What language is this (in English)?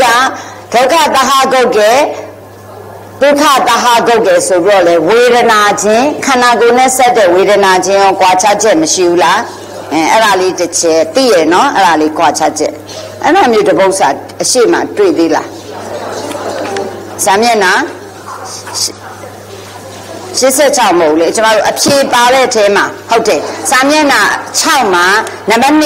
Burmese